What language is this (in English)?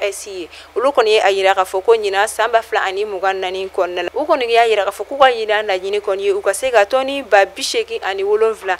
Bambara